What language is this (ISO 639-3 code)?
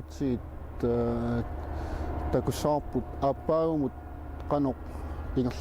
kal